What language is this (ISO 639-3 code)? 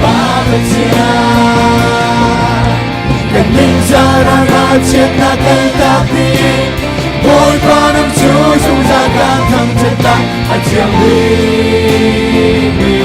cnh